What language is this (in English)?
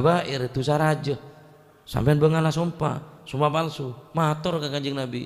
Madurese